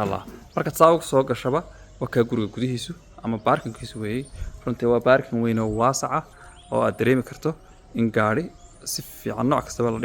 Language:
Somali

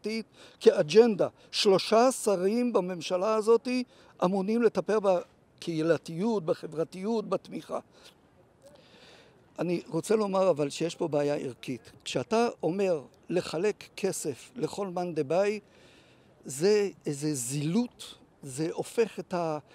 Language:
Hebrew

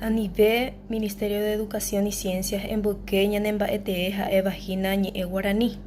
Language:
Guarani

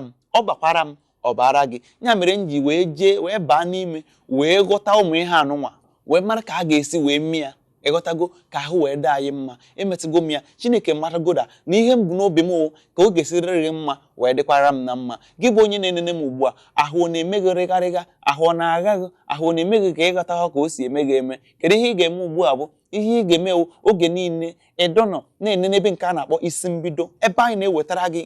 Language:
Igbo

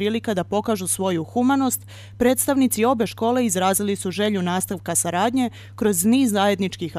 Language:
Serbian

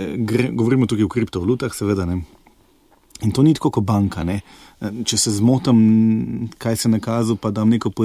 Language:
Slovenian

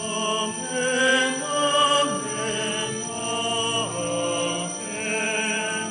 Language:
Pampanga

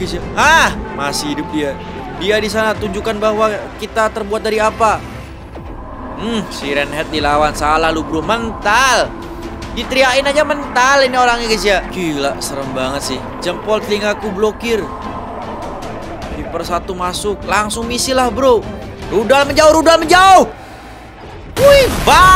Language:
Indonesian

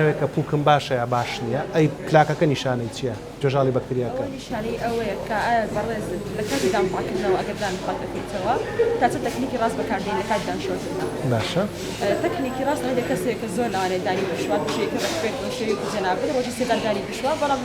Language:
Central Kurdish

